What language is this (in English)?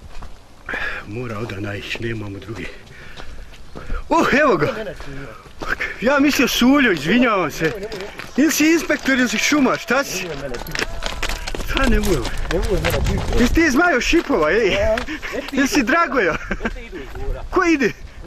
Bosnian